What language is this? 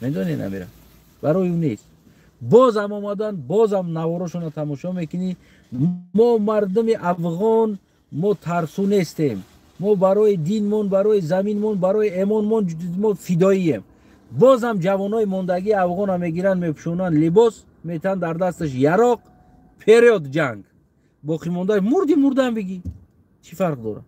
Tajik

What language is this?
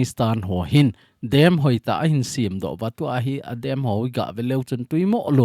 Thado Chin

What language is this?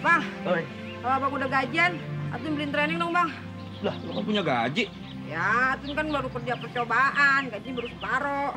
Betawi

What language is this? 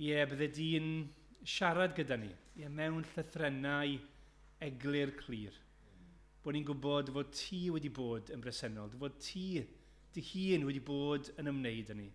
Welsh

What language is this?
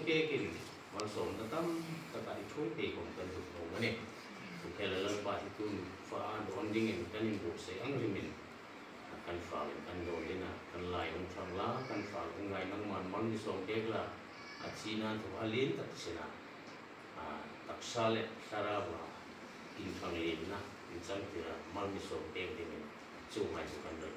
Hmar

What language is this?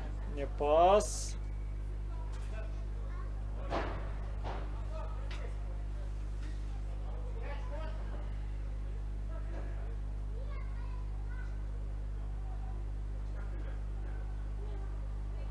Kazakh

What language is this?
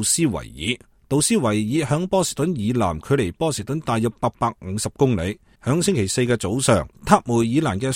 Cantonese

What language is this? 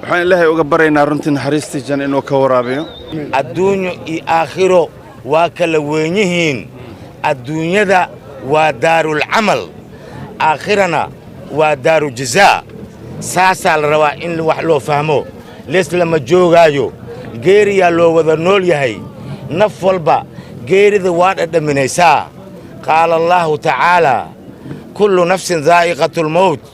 Somali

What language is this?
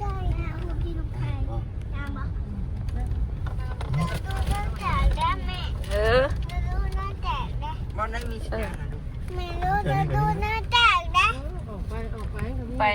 Northeastern Thai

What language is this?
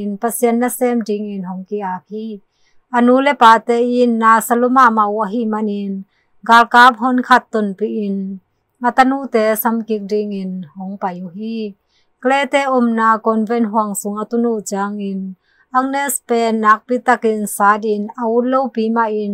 Tedim Chin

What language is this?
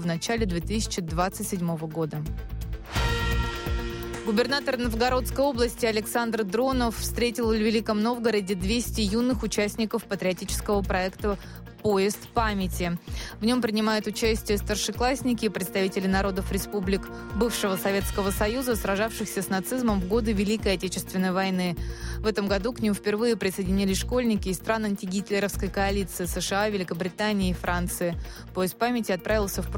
Russian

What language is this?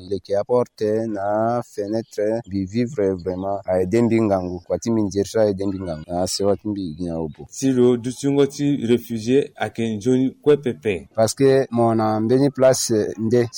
Sango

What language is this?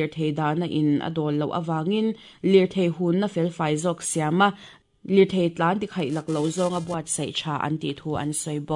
Mizo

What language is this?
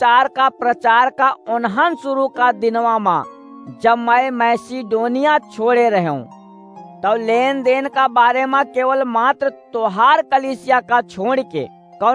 Awadhi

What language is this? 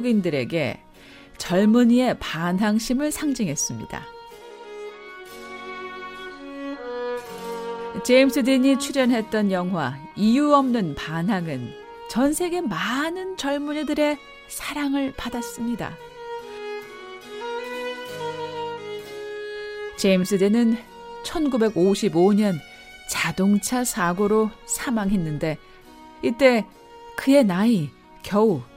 Korean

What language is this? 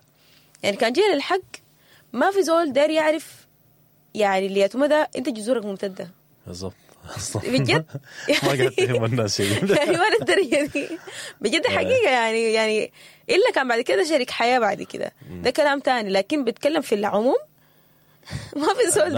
Sudanese Arabic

